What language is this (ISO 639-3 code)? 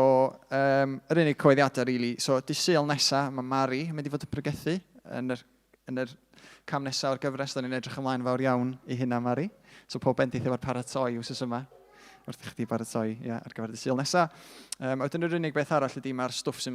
cym